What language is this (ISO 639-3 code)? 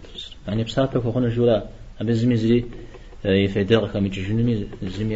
kbd